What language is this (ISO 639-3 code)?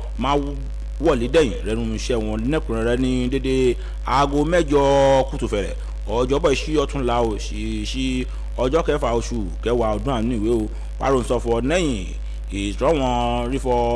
yor